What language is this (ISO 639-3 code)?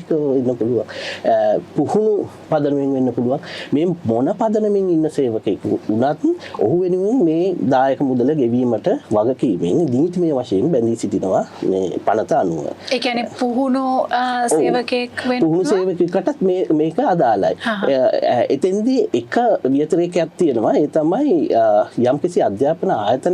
sin